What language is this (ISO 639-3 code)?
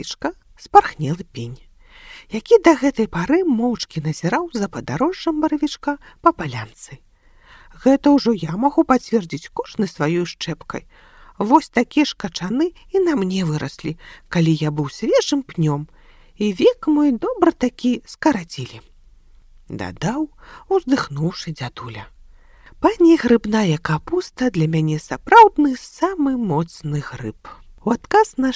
bel